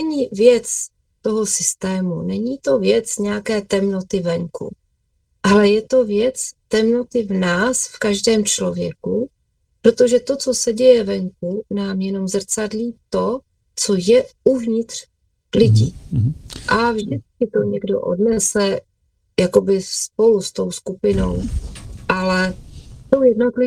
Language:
Czech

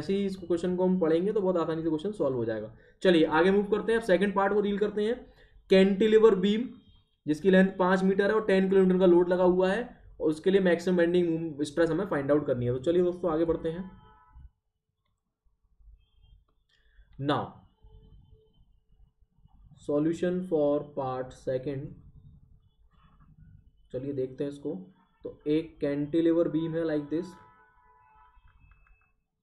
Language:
Hindi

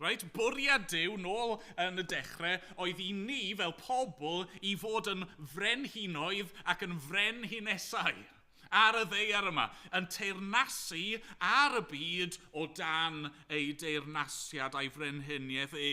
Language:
Welsh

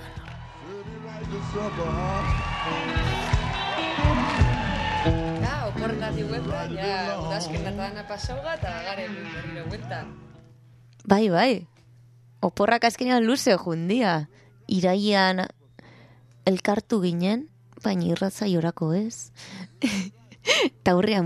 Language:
Basque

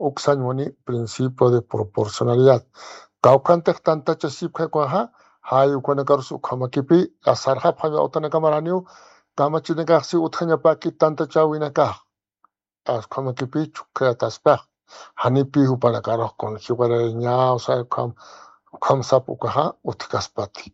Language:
Aymara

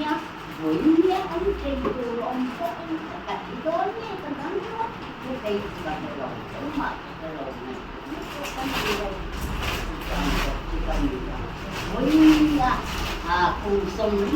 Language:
Mizo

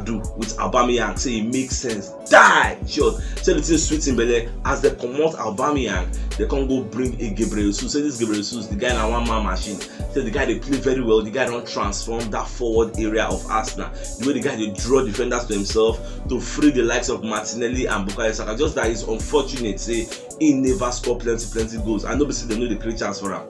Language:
Nigerian Pidgin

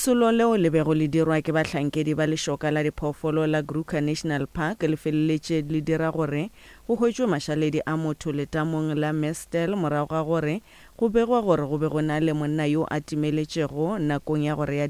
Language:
Northern Sotho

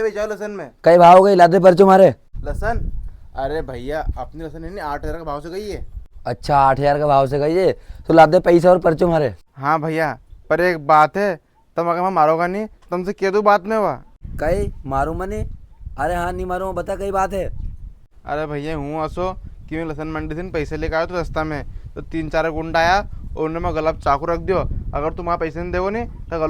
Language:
Rajasthani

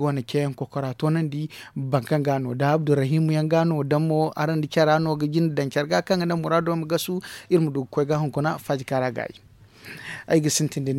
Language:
Zarma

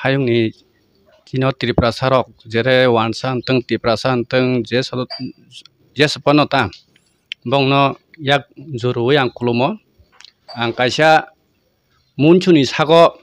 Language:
Kok Borok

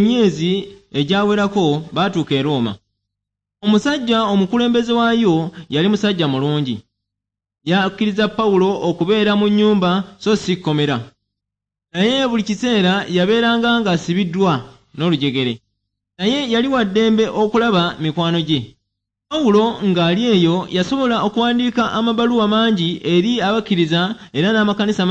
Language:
Ganda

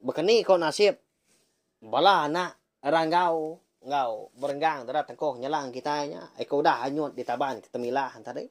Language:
Iban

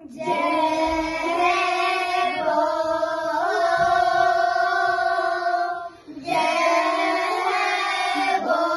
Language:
Yakut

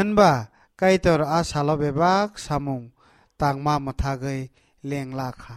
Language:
Kok Borok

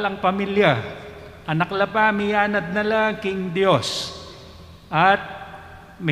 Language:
Pampanga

